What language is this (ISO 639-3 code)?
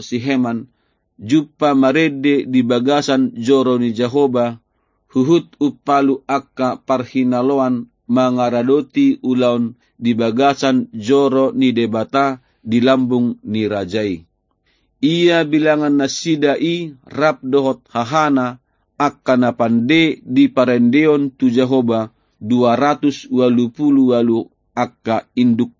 bbc